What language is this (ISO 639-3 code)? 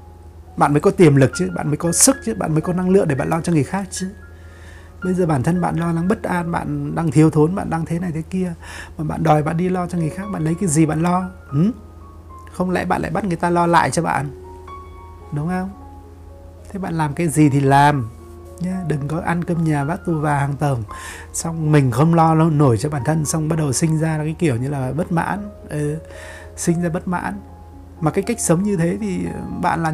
vie